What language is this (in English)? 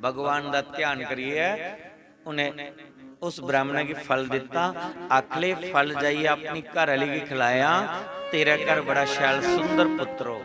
Dogri